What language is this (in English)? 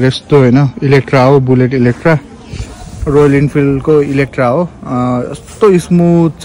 Nepali